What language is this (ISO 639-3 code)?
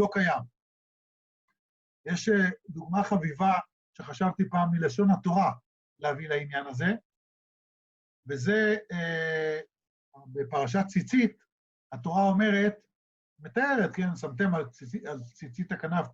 heb